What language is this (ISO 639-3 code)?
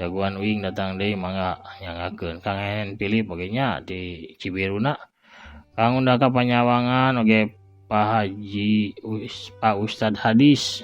sun